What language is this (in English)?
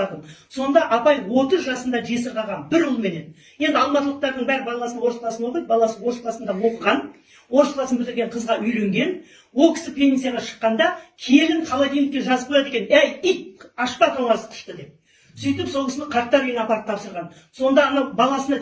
Kazakh